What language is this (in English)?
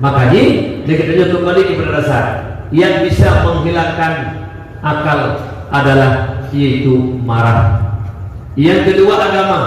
Achinese